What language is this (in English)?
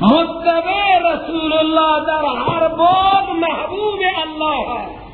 Persian